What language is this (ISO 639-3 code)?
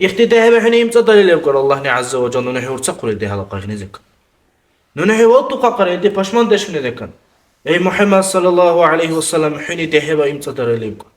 dar